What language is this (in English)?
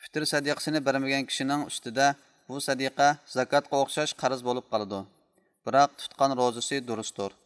Uyghur